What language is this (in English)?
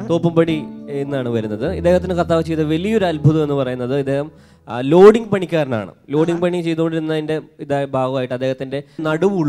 Malayalam